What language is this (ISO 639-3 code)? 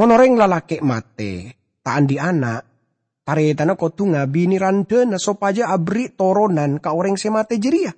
mad